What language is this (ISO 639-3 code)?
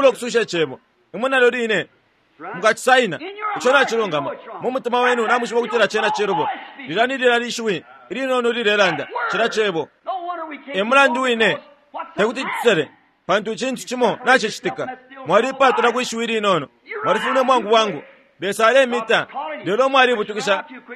bem